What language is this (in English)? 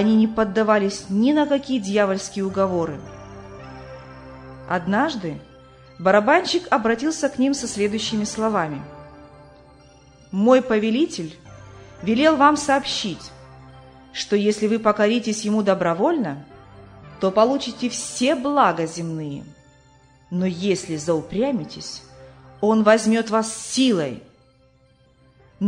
Russian